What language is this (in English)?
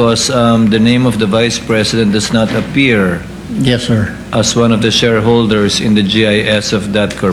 Filipino